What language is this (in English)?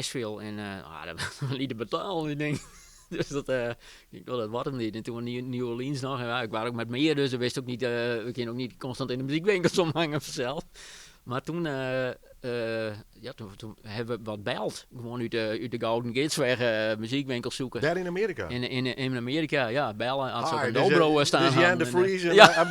Western Frisian